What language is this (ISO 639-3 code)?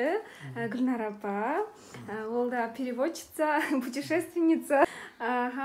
kaa